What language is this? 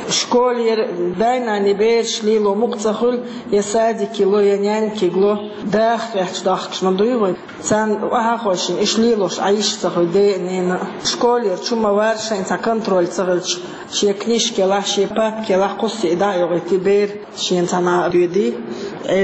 Chechen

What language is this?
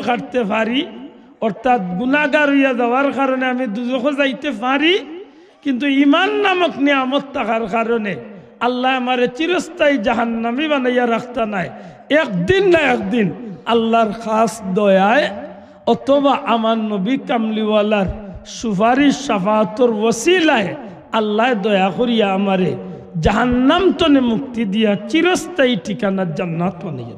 Sylheti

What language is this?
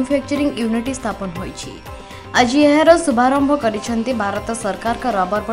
Odia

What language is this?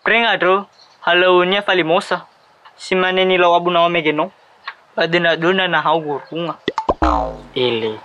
Nias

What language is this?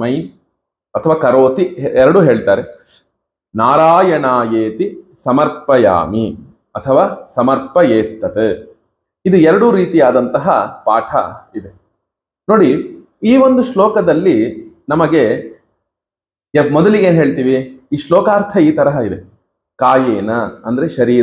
Kannada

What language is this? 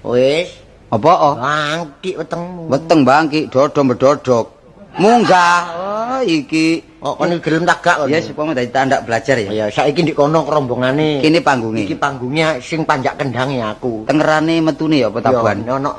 Javanese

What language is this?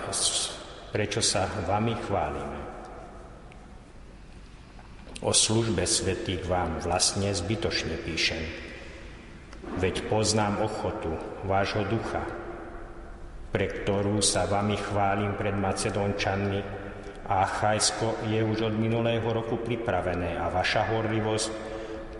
Slovak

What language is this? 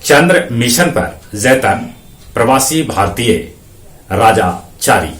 Magahi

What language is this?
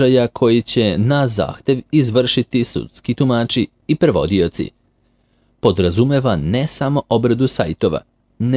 Serbian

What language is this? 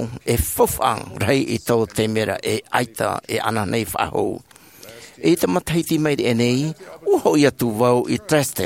Tahitian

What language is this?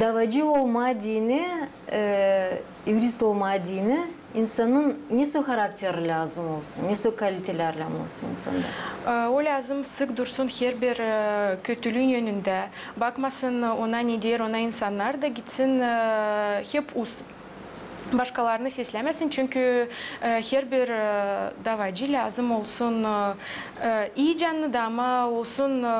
Gagauz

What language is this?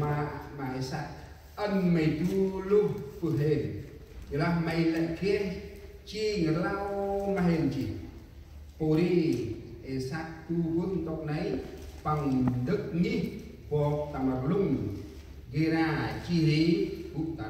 Central Mnong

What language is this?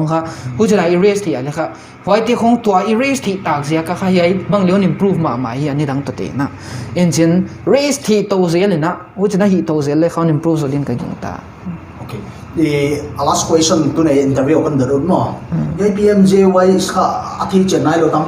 Paite Chin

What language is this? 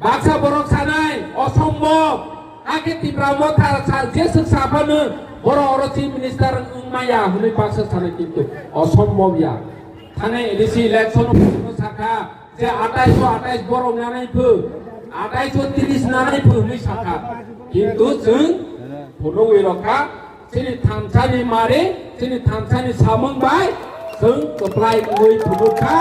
Kok Borok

